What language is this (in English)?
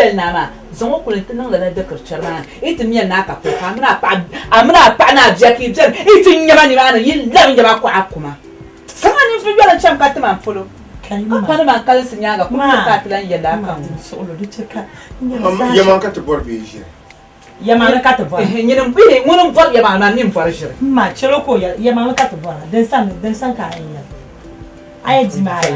Dagbani